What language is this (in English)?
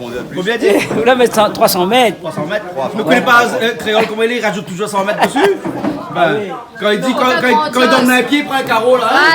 Réunion Creole French